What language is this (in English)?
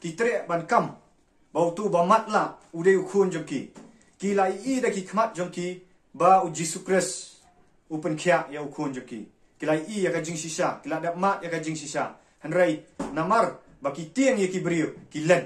Khasi